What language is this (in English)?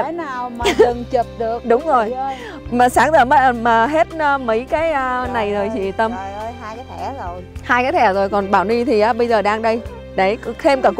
Vietnamese